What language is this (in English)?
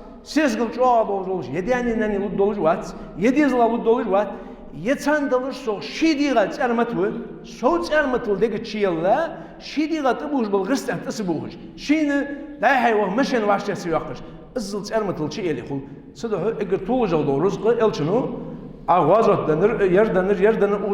Ingush